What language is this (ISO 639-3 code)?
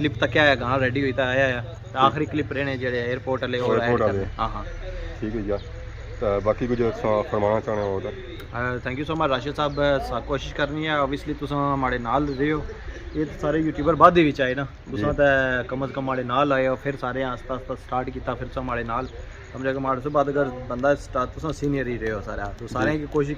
phr